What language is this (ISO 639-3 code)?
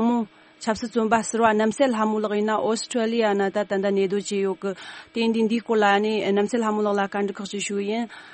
bod